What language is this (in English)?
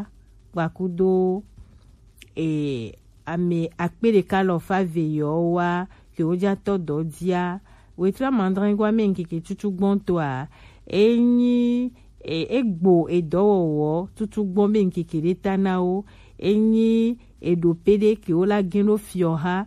Gen